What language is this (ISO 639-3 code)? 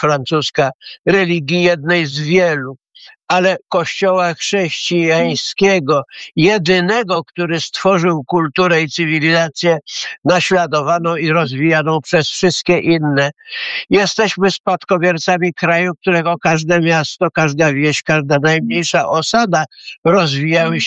pol